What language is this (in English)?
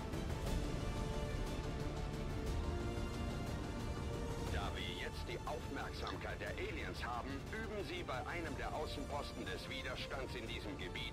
German